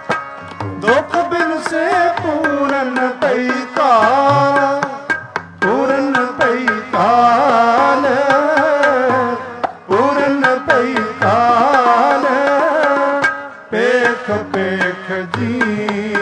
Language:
Punjabi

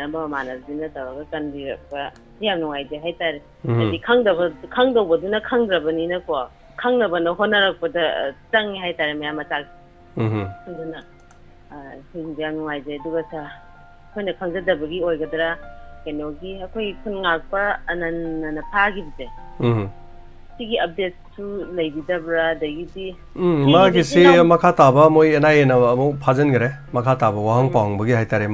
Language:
Manipuri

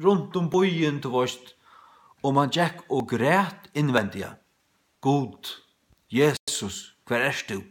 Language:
Faroese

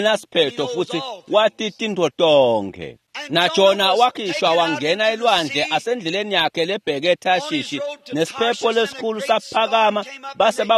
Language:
Swati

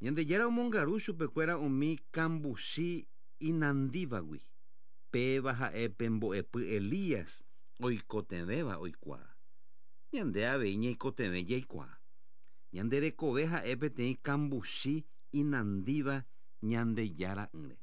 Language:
Guarani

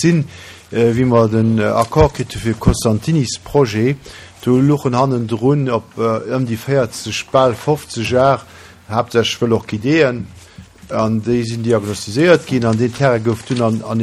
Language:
Luxembourgish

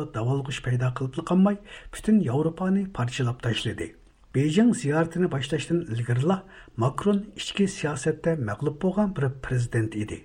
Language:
Uyghur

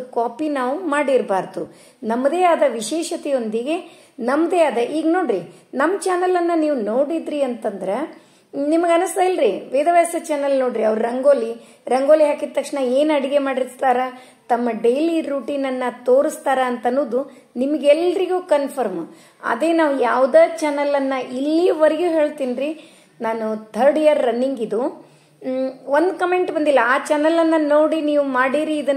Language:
Kannada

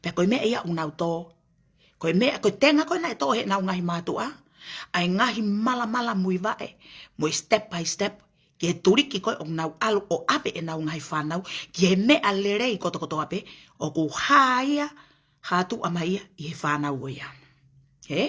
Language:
Tongan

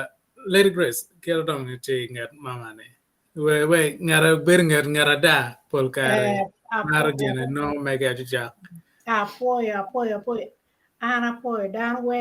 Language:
Acoli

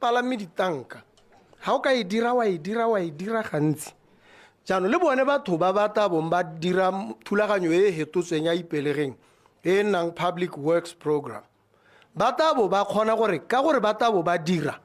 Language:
Tswana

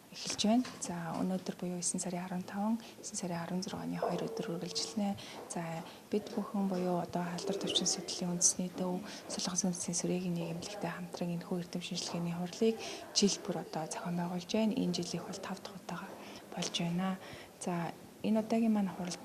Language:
Mongolian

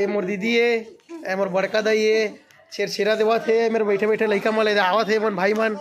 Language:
Chhattisgarhi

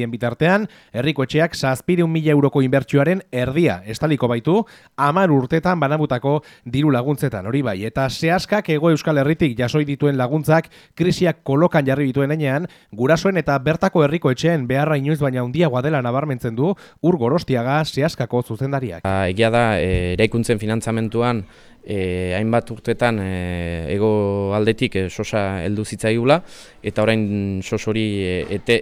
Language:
Basque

